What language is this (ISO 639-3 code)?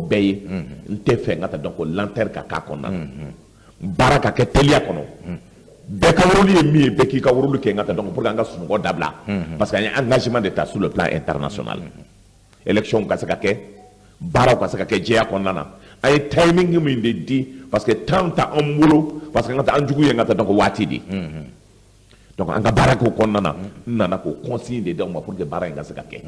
bam